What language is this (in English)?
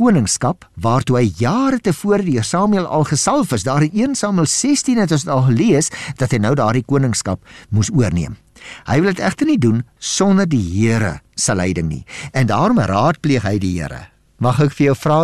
Afrikaans